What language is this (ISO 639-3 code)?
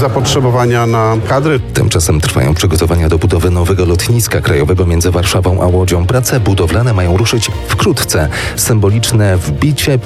pol